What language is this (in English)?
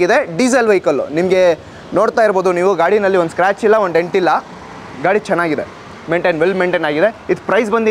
Kannada